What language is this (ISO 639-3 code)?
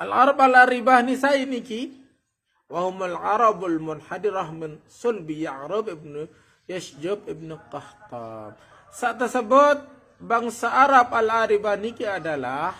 sas